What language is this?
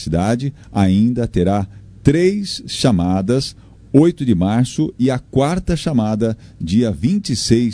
Portuguese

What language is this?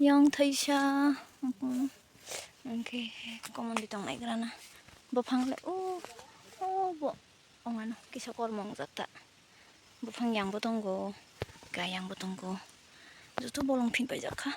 Kok Borok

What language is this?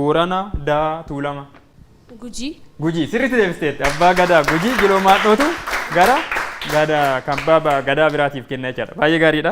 Oromo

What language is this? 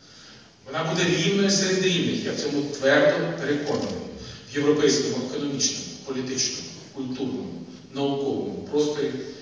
Ukrainian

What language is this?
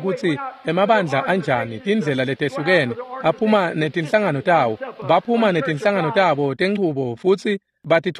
Swati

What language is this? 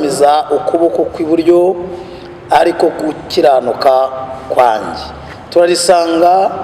Kinyarwanda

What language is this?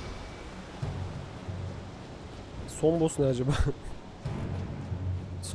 Turkish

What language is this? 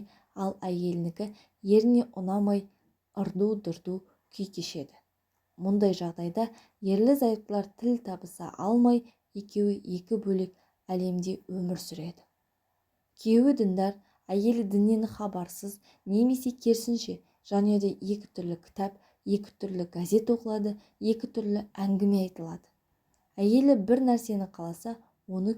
Kazakh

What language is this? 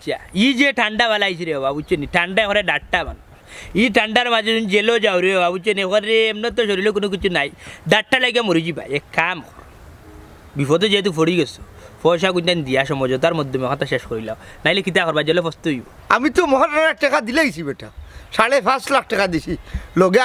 Sylheti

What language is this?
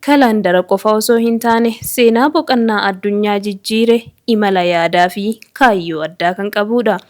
Oromo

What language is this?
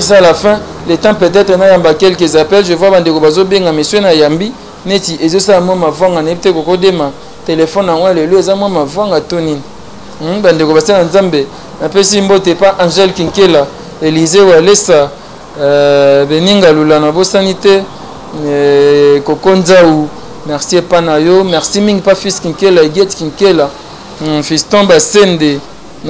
Lingala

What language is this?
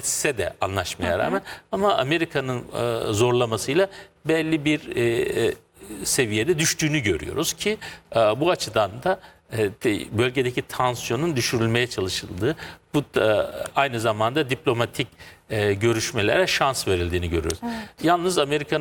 Turkish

